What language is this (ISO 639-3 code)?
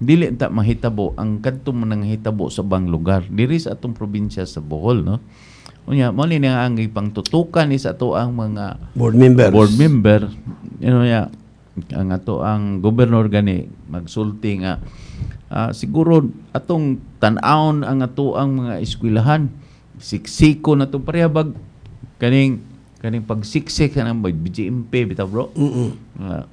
ceb